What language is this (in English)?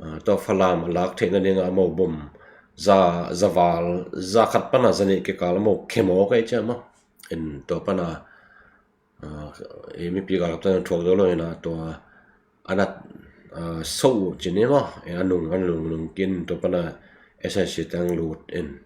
Tedim Chin